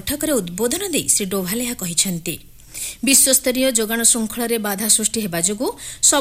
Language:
Odia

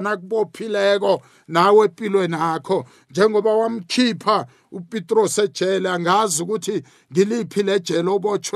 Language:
South Ndebele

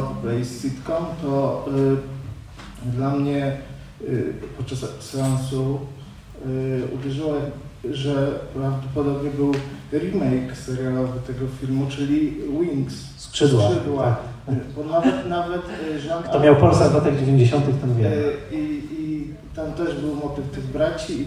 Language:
Polish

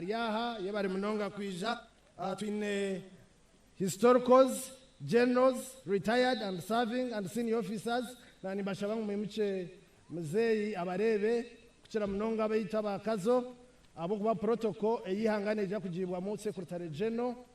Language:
Nyankole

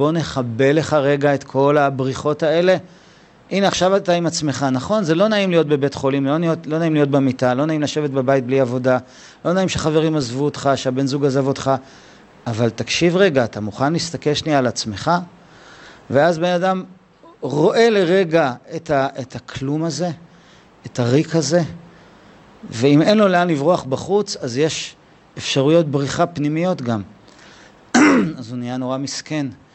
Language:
Hebrew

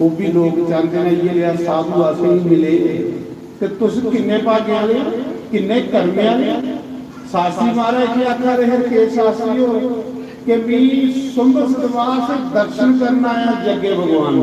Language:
Dogri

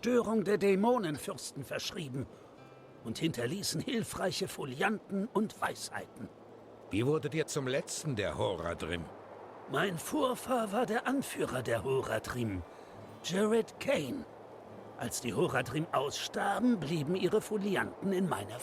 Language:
Swiss German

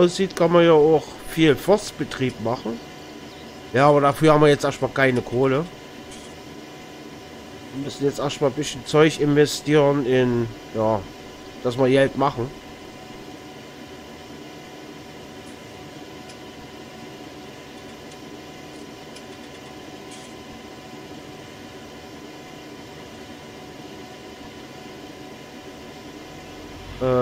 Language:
German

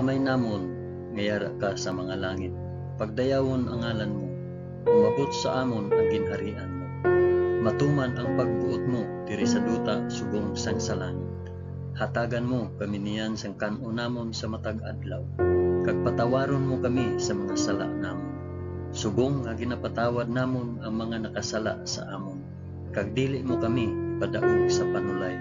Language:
Hiligaynon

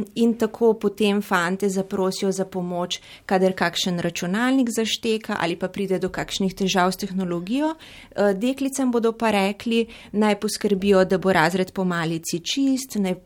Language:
Slovenian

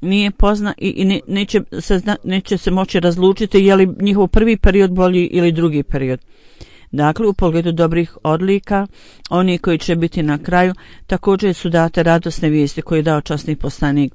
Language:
Bosnian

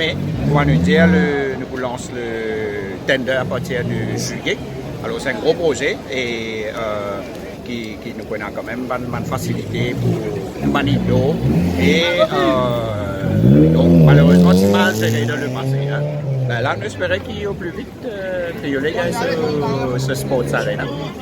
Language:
Morisyen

